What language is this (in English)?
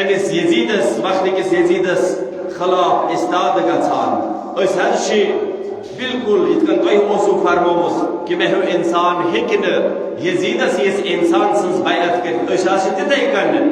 Kashmiri